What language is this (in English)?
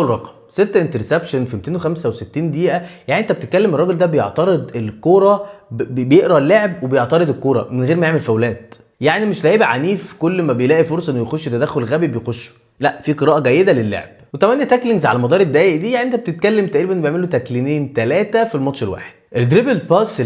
Egyptian Arabic